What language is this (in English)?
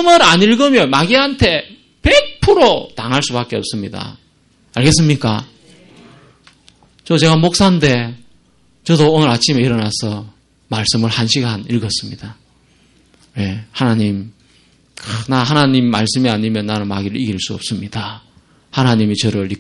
Korean